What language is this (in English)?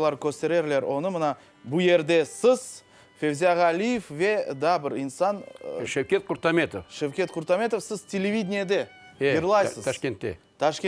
Crimean Tatar